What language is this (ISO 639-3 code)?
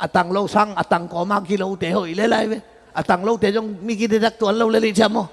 ctd